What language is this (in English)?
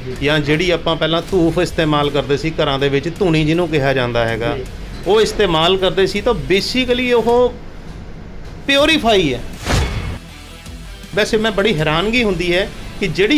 Punjabi